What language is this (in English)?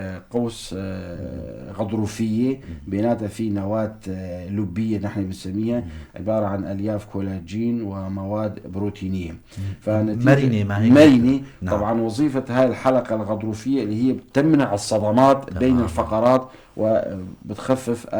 North Levantine Arabic